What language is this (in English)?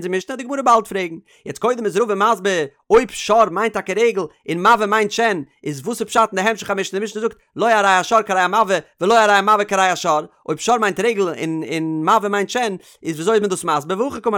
Yiddish